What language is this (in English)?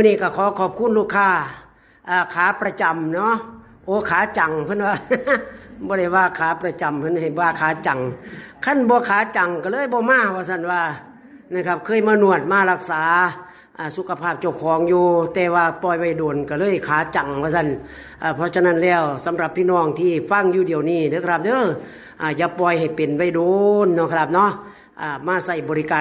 Northeastern Thai